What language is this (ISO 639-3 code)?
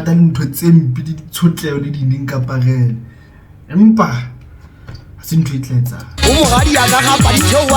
sot